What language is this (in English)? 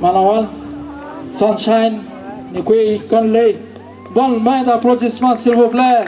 Atikamekw